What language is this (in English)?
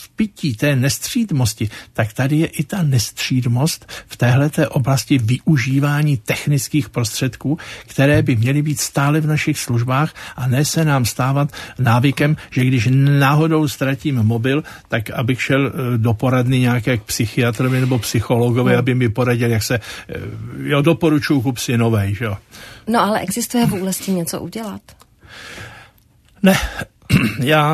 Czech